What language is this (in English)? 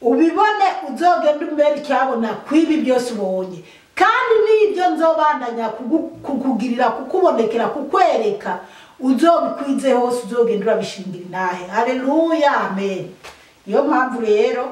Rundi